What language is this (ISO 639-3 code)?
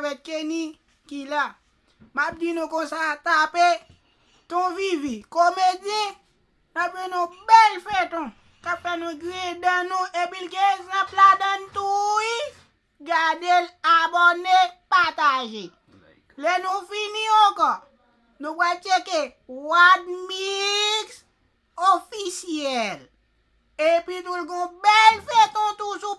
hat